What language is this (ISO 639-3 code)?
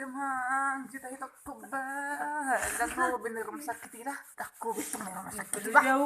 bbc